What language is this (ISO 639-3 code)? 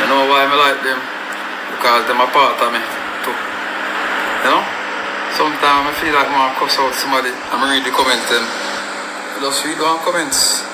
jam